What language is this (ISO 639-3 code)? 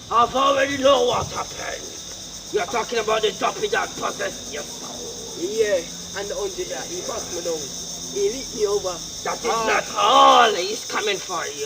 jam